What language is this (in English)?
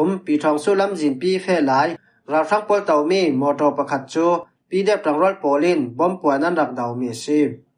Falam Chin